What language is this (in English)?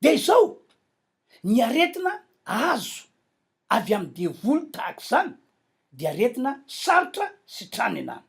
Malagasy